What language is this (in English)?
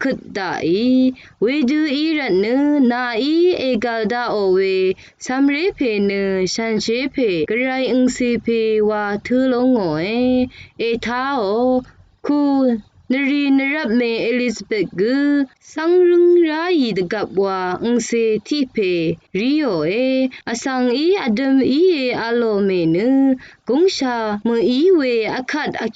Rawang